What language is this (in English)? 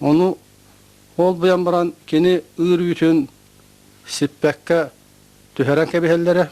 Yakut